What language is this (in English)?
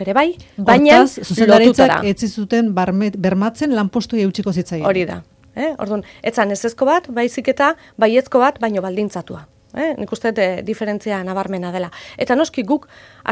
Basque